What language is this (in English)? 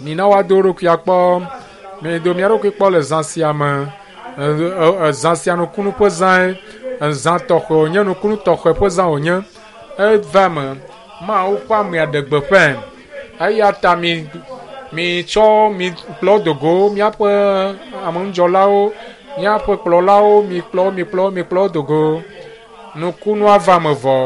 Ewe